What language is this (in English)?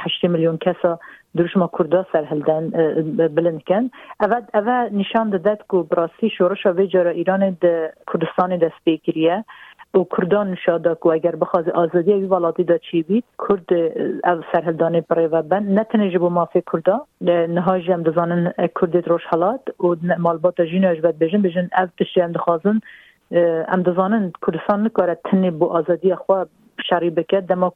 Kurdish